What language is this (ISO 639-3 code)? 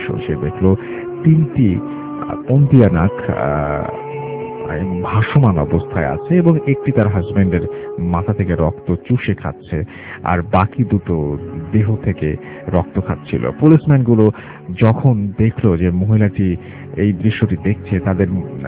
ben